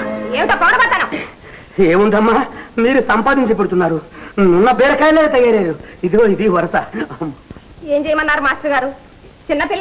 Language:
Telugu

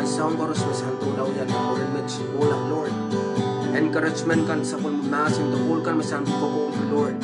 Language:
Pohnpeian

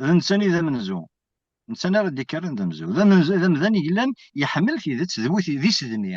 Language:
Kabyle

